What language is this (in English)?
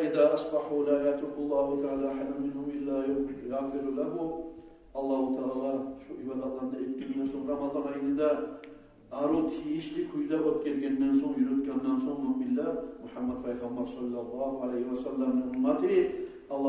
Kumyk